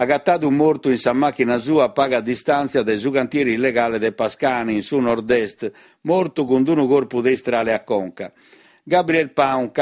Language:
Sardinian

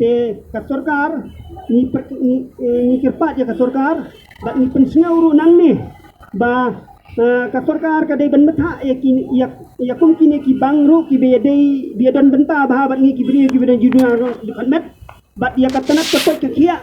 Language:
Khasi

